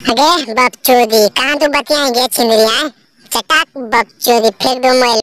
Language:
Magahi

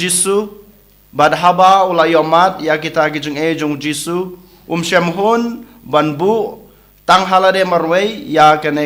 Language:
Khasi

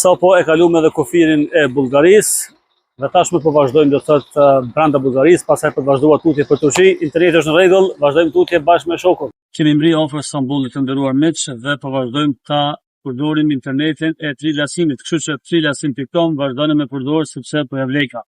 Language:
Albanian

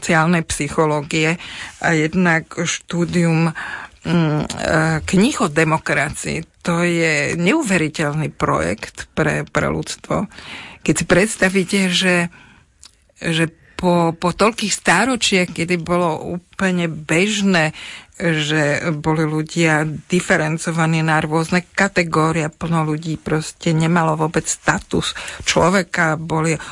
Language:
Slovak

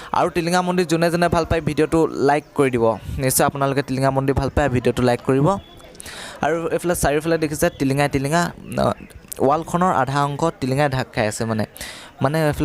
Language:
Assamese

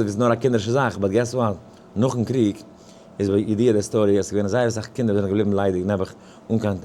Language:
Yiddish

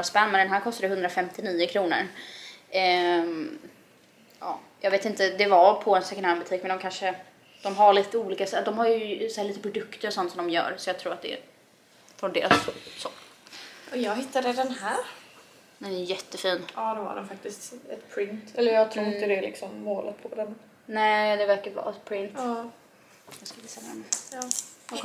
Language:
Swedish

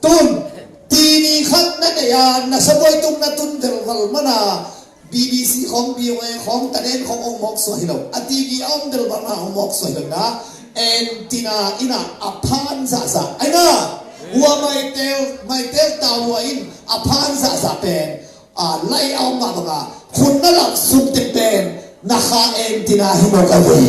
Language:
Tedim Chin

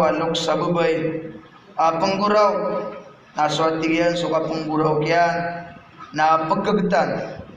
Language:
Maranao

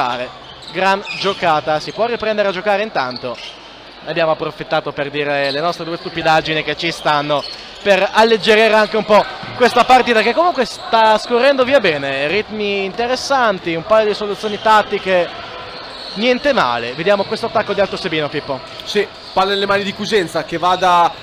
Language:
Italian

